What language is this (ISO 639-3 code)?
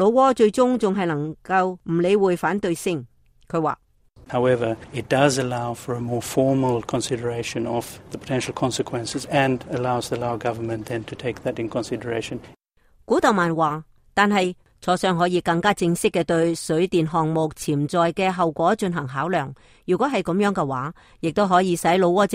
yue